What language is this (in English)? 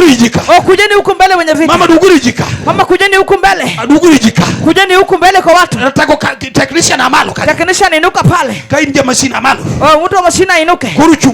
Luo (Kenya and Tanzania)